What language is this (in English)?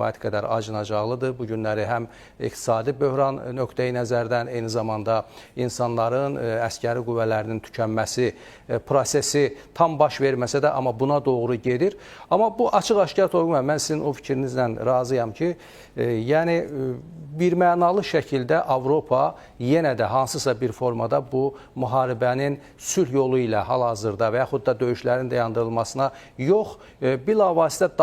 Azerbaijani